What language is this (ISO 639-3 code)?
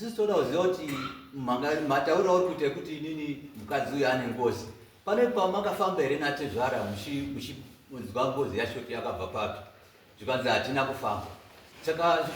sna